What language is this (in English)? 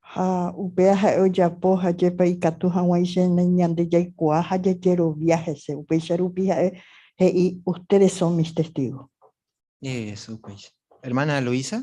Guarani